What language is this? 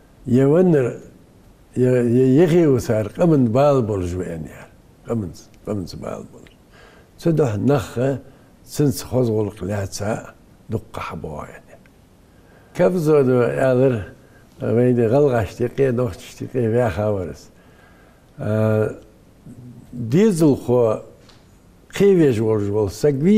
Ingush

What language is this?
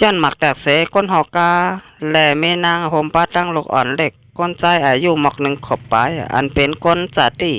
Shan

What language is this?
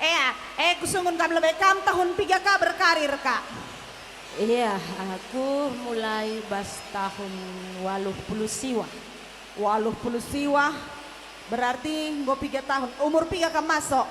Batak Karo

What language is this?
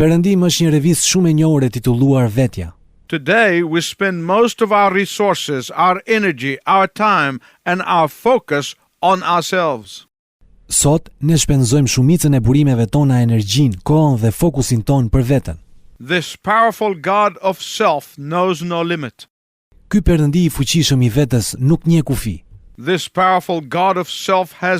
Albanian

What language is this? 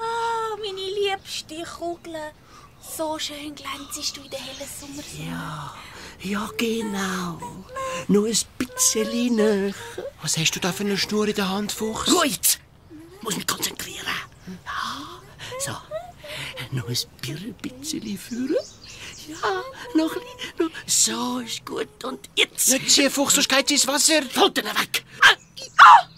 Swiss German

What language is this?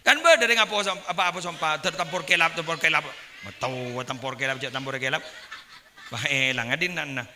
Madurese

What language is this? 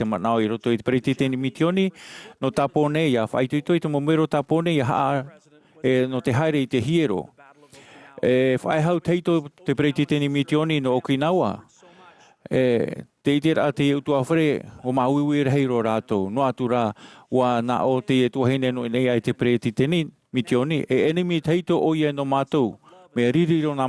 Tahitian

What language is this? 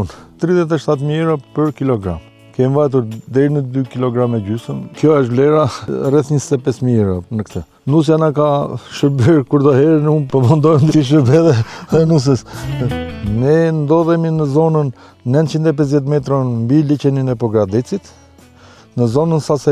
Albanian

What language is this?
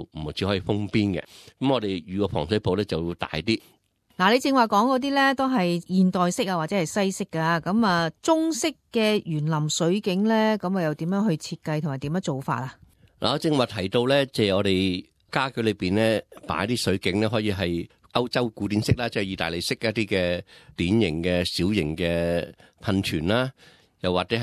Cantonese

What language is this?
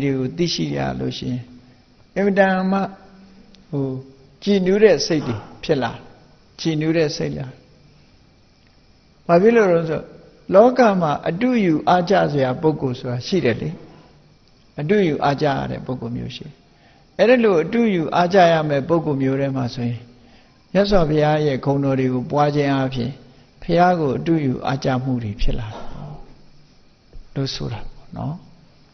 Burmese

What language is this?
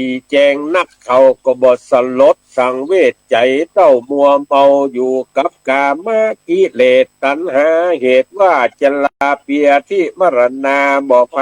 Northern Thai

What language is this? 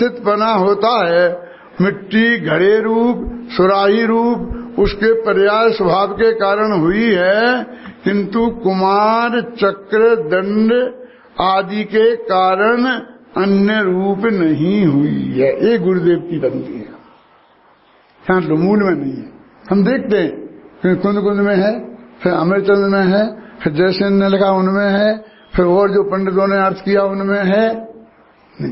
Hindi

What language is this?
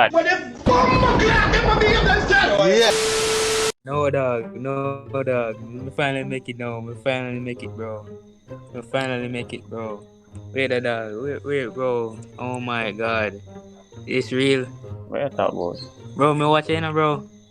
Jamaican Creole English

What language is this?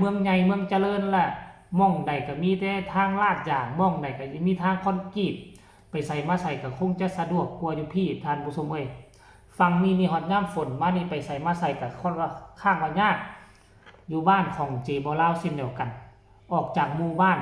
Northeastern Thai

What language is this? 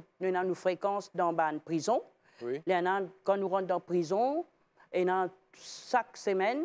Morisyen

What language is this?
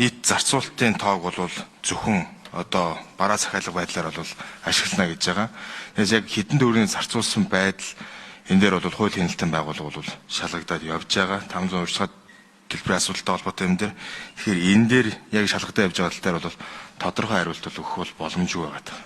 Mongolian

